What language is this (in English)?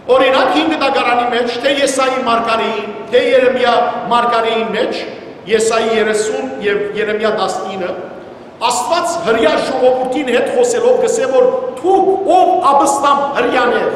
Western Armenian